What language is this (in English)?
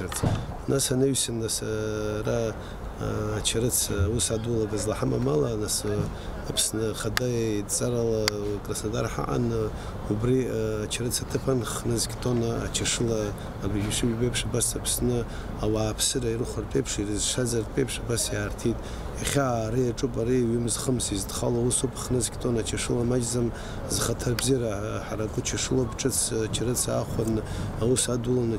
Abkhazian